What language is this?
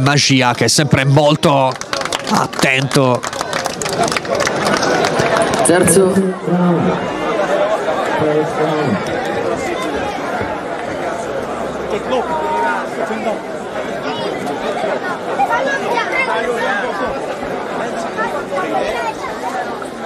Italian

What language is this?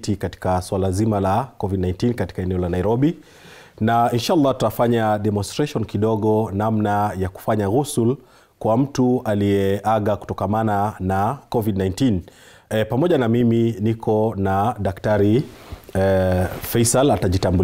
Swahili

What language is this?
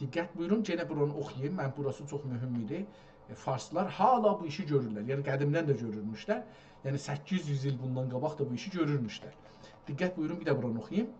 South Azerbaijani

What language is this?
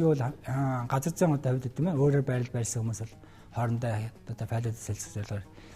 Mongolian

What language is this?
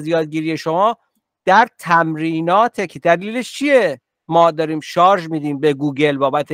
Persian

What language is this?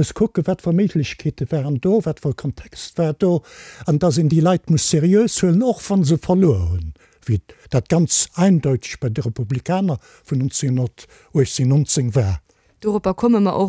Luxembourgish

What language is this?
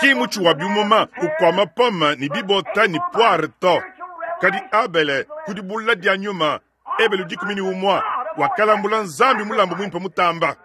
Luba-Lulua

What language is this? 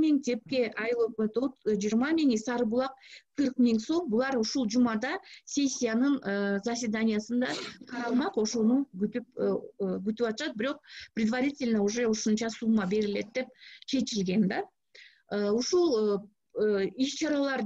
Kyrgyz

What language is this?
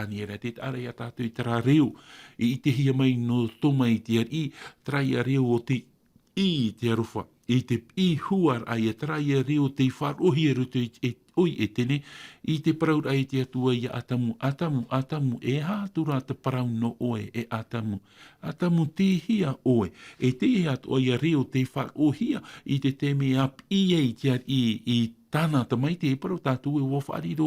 Tahitian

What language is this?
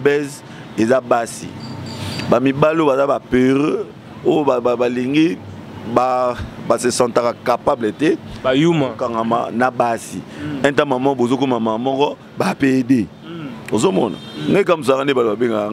Lingala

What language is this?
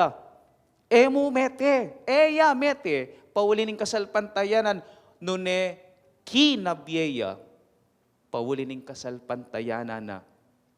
Pampanga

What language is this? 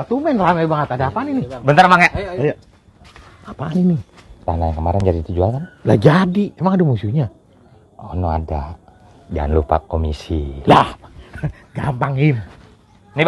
Betawi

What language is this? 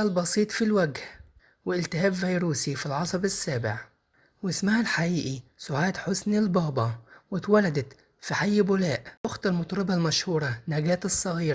Egyptian Arabic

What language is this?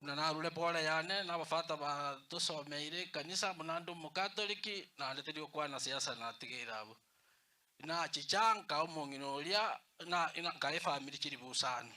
Gusii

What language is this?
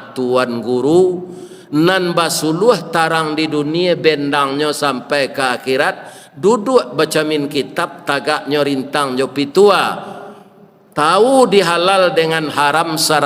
Minangkabau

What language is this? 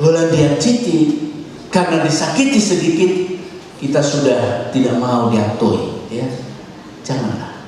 Batak Toba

